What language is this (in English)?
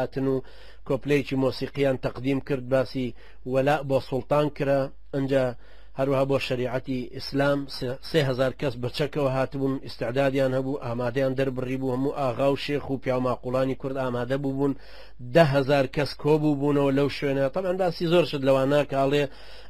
Central Kurdish